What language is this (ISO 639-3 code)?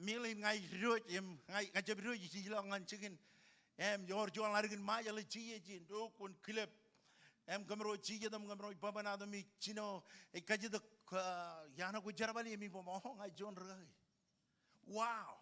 mah